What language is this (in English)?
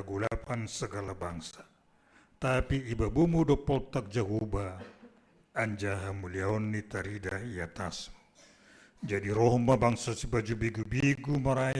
Batak Simalungun